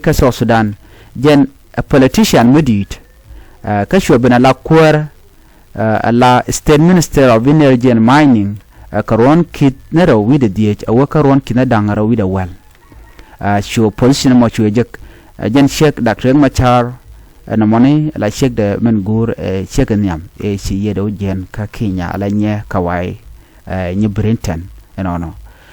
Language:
Nuer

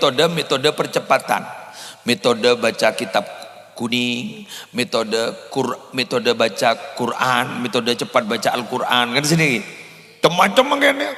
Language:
Madurese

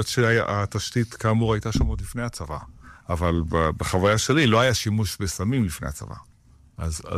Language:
Hebrew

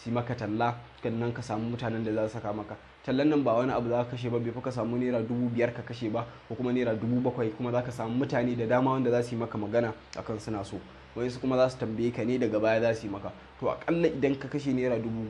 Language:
Hausa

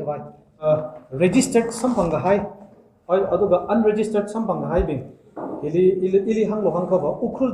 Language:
Tangkhul Naga (India)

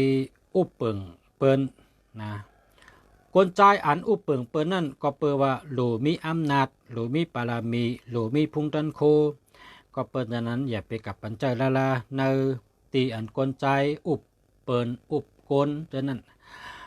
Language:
Shan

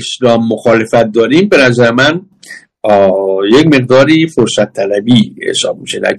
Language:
Persian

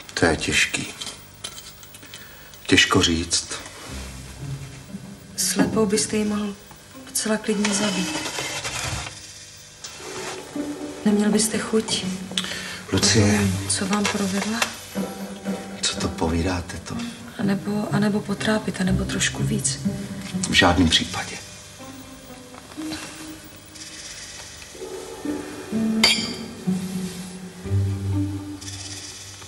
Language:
Czech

